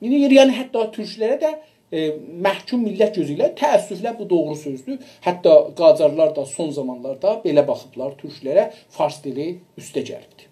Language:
South Azerbaijani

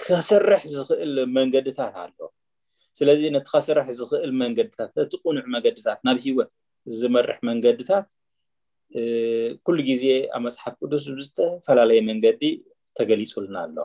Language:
Tigrinya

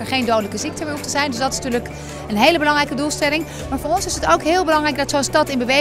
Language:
Dutch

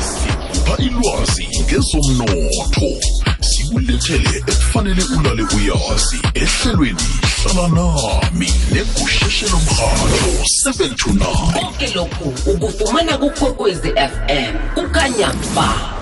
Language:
South Ndebele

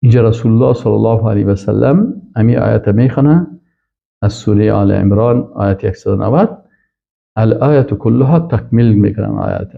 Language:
Persian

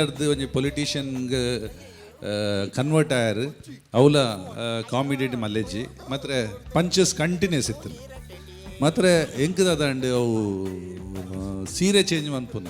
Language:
Tulu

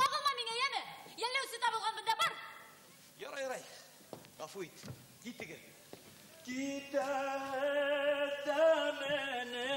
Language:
Bashkir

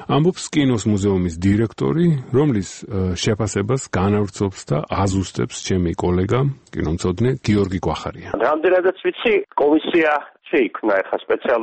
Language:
Georgian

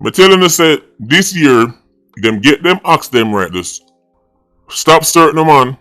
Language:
Jamaican Creole English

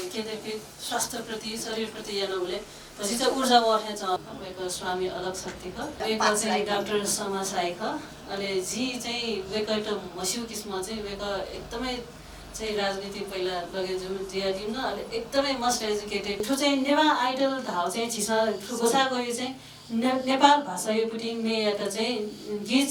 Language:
Newari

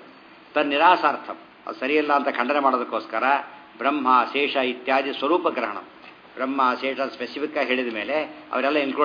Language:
Kannada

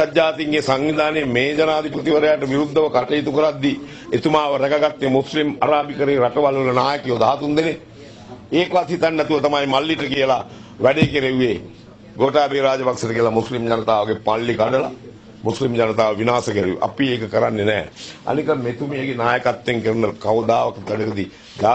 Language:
Sinhala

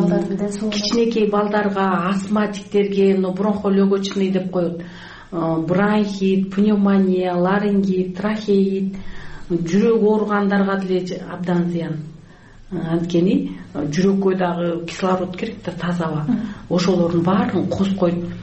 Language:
Kyrgyz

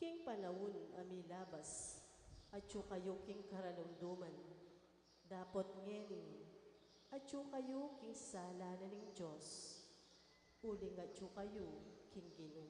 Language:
Pampanga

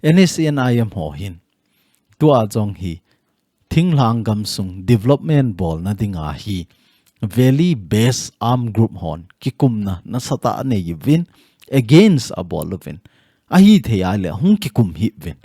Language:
Thado Chin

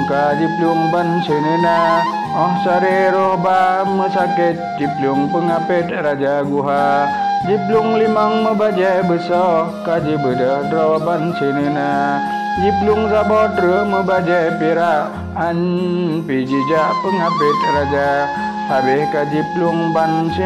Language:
Achinese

